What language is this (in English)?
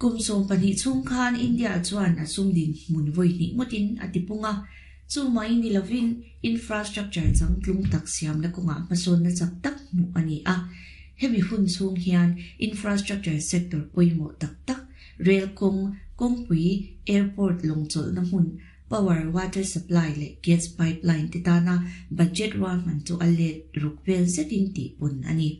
Mizo